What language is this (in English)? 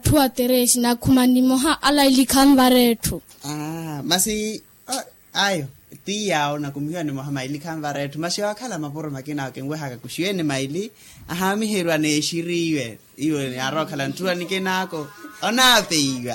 Makhuwa